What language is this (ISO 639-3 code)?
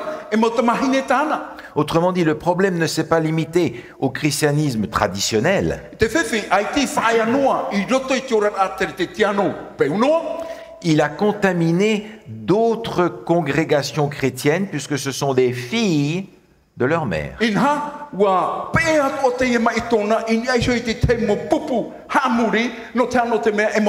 tah